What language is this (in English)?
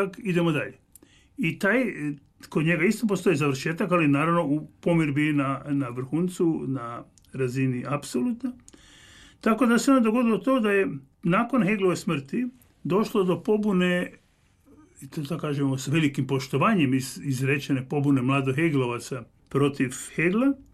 Croatian